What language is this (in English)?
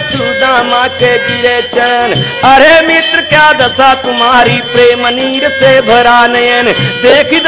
Bhojpuri